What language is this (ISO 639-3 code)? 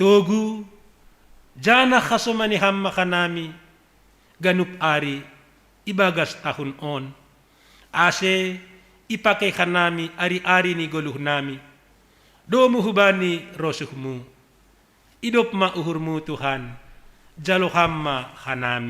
bts